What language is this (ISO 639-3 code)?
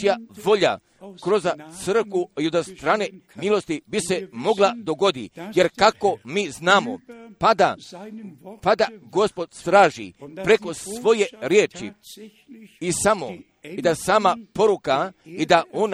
hrv